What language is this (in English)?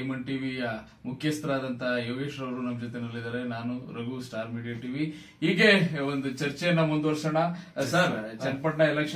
Kannada